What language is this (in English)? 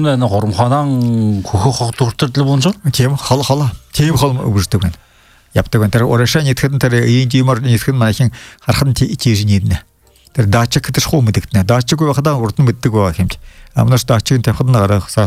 Buriat